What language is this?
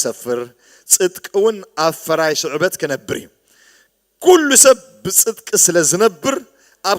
Tigrinya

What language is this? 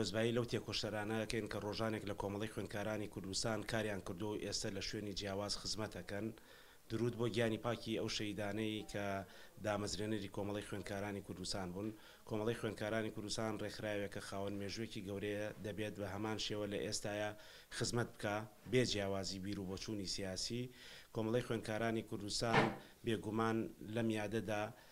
Central Kurdish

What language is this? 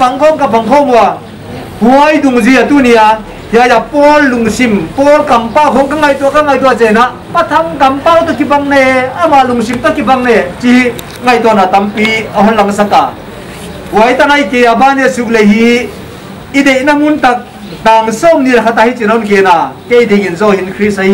Paite Chin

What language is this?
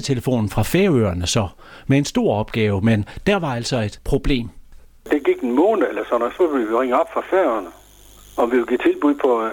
Danish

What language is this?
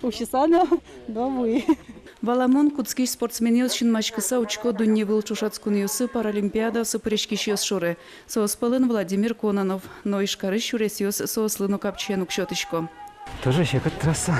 Udmurt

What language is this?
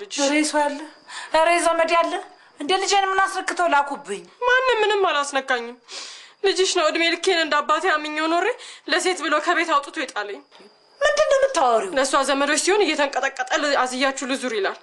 Amharic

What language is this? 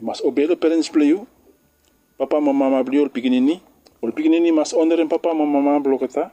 Bislama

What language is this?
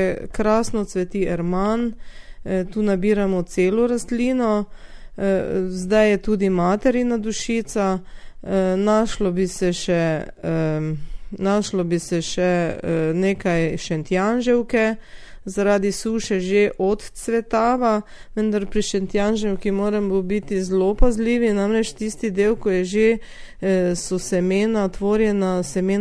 Slovenian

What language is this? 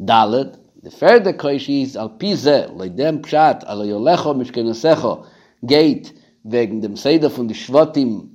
Yiddish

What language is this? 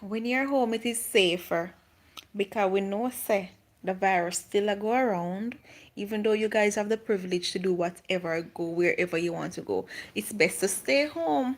Jamaican Creole English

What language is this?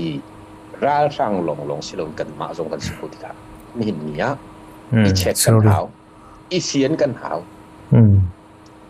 Falam Chin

